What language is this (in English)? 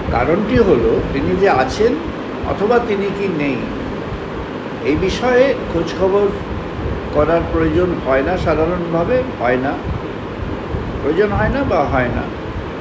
Bangla